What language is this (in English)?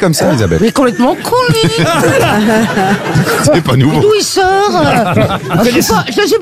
French